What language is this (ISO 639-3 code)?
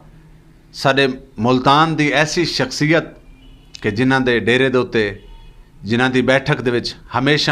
skr